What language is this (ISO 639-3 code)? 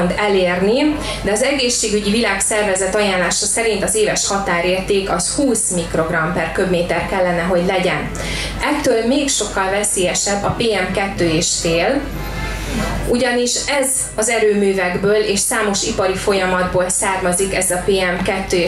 hun